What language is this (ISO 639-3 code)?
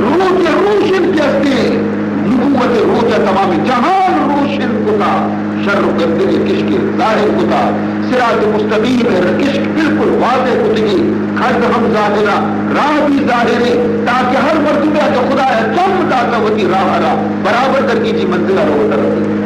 bal